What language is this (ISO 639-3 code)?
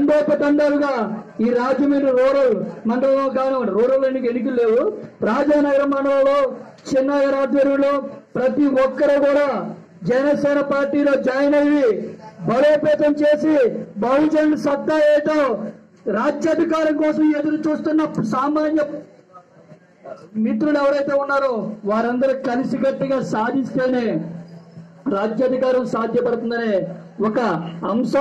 tel